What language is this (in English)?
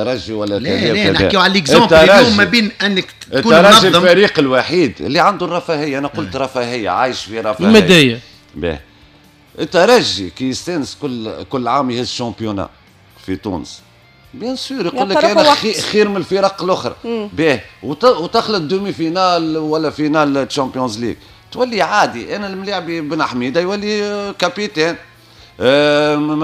Tunisian Arabic